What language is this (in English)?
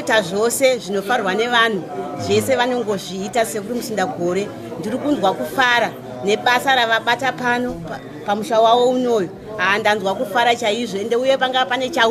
Shona